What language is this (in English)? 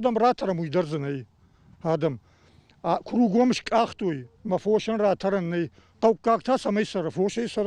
Ossetic